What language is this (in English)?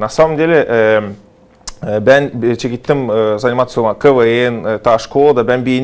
Gagauz